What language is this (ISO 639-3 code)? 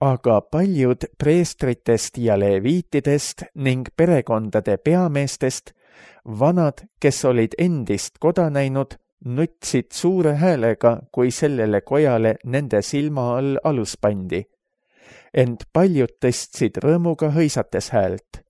est